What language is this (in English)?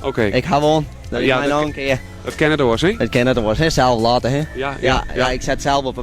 Western Frisian